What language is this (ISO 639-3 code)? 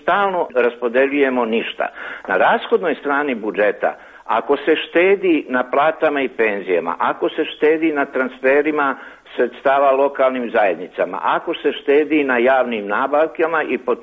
srp